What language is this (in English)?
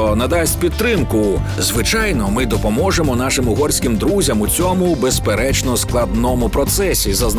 Ukrainian